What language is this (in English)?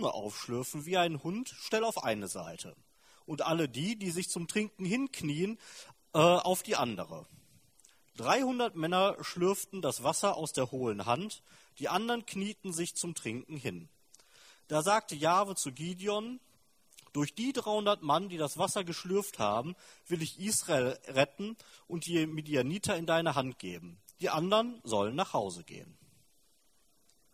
German